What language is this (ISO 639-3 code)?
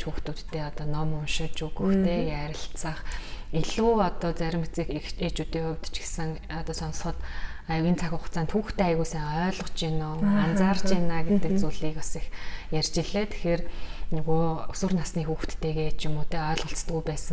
mon